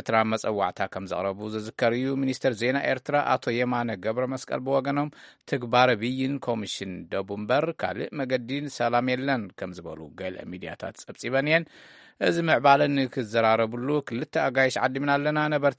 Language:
Tigrinya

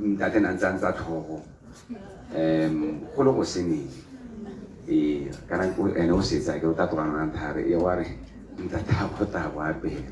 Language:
Tswana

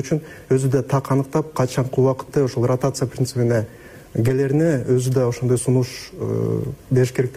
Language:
Kyrgyz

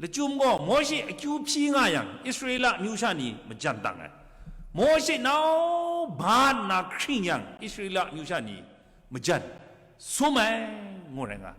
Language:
Kachin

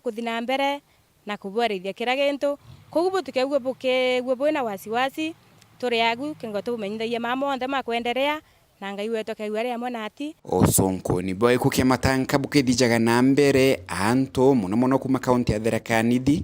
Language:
Meru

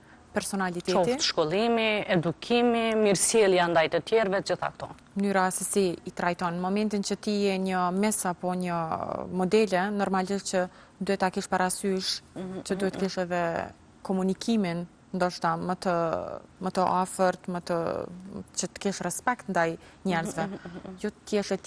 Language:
Albanian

